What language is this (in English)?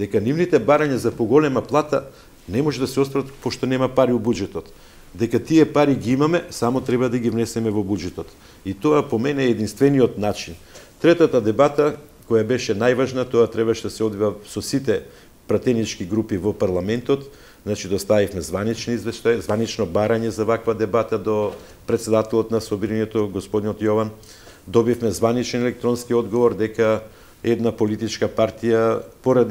Macedonian